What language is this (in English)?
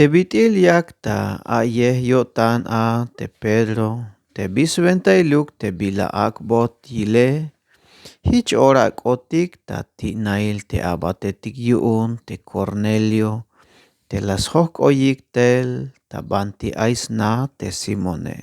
Tzeltal